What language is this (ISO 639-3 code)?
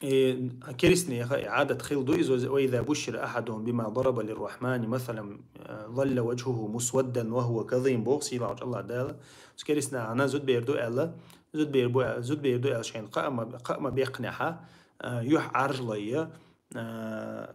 che